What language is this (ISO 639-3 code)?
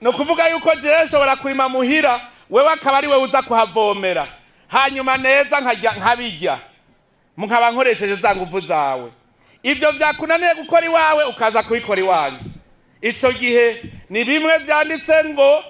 run